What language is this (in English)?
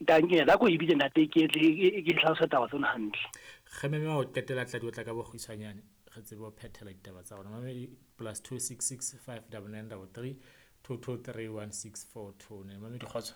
Southern Sotho